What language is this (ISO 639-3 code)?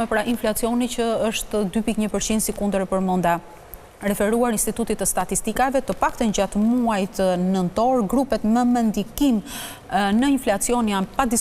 sqi